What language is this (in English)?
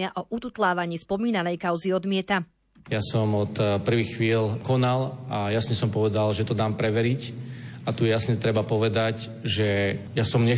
Slovak